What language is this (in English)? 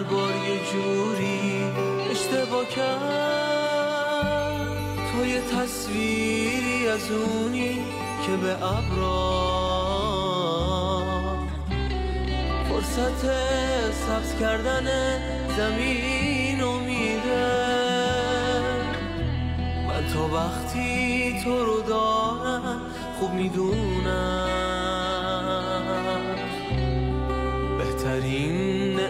Persian